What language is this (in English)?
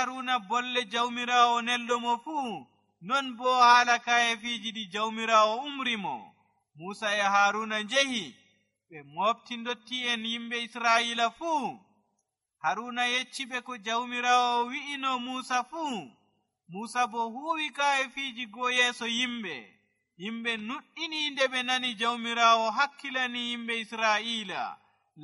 Nigerian Fulfulde